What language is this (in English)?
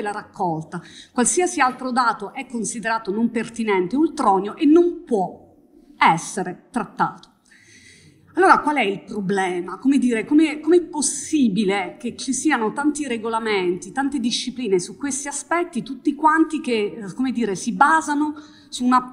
Italian